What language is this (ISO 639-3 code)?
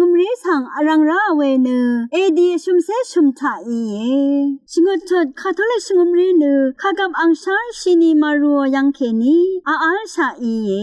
raw